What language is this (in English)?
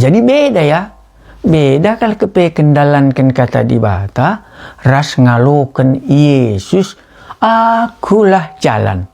Batak Karo